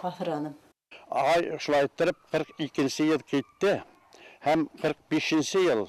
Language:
Bashkir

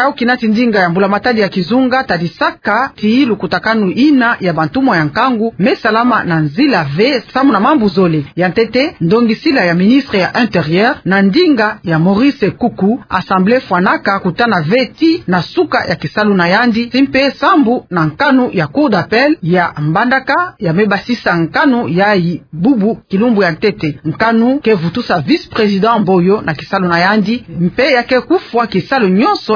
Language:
Kituba (Democratic Republic of Congo)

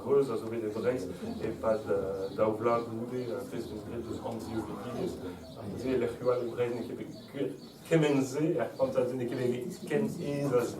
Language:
Breton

